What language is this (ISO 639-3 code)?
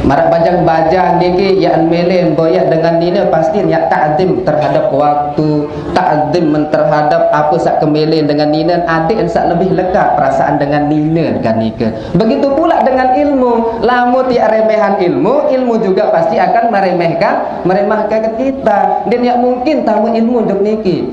sas